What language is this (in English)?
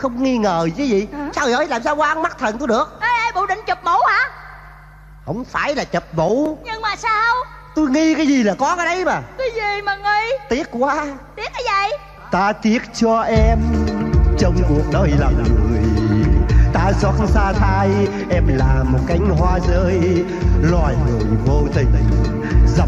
Vietnamese